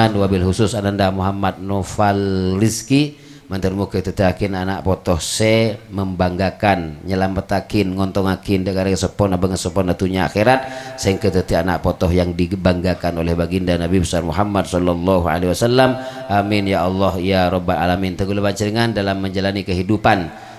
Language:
Madurese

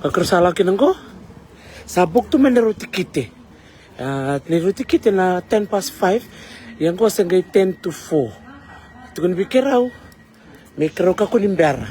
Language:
Fijian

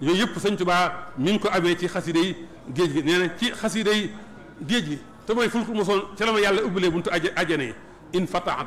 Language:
Wolof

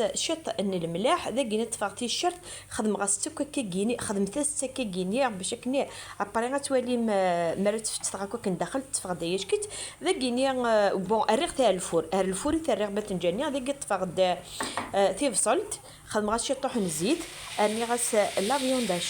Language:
Kabyle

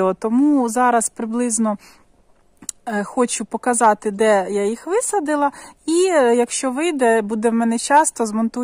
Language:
Ukrainian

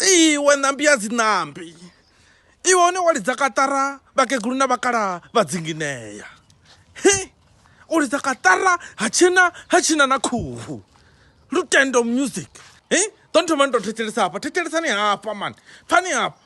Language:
Venda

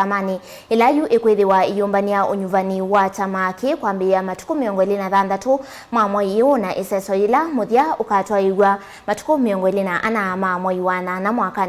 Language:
Kamba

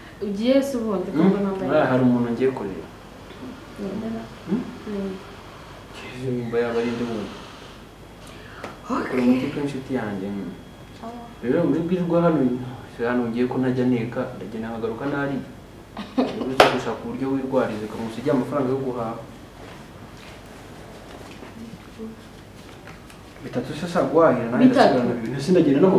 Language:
Kinyarwanda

